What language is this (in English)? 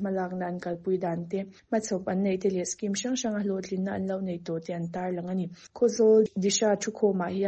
Mizo